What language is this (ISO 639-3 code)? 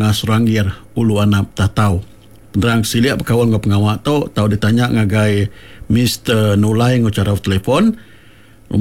iba